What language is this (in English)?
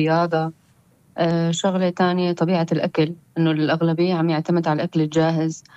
North Levantine Arabic